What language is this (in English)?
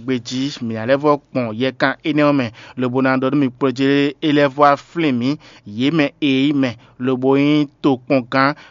Fon